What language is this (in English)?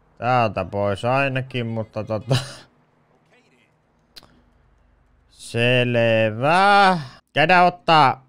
Finnish